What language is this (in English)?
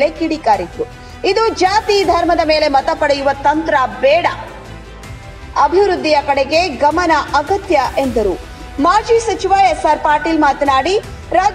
Kannada